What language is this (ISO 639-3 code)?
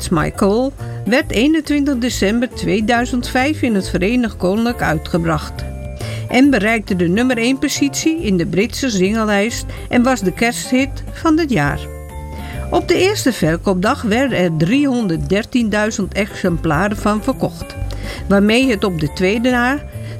nld